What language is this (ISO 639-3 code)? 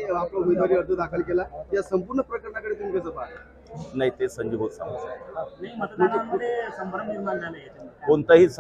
mar